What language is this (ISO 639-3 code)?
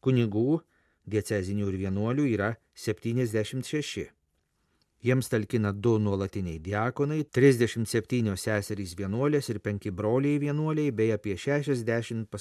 lit